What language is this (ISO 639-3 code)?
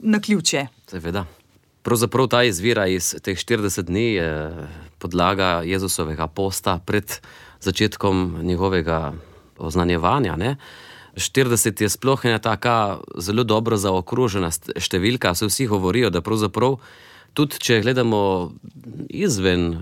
slv